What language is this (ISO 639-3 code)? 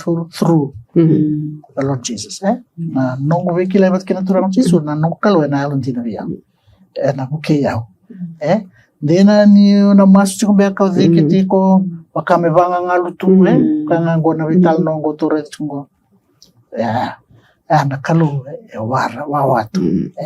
fij